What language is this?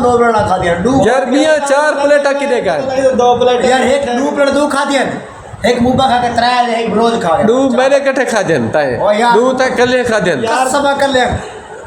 Saraiki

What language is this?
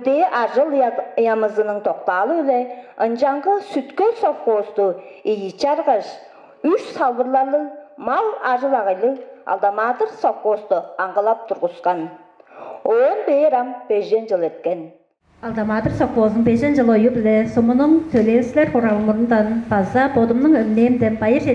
Tuvinian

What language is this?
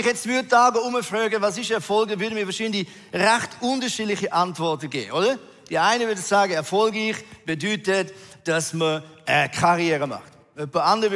Swiss German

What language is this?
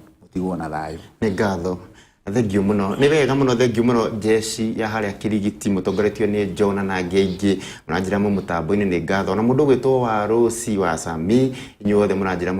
Kikuyu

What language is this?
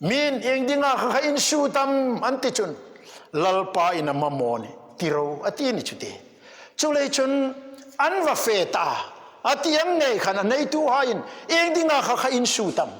Hmar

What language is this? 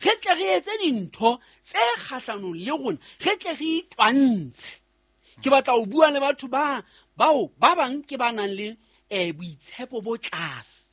Southern Sotho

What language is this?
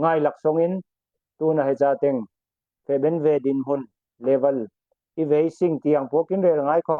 Falam Chin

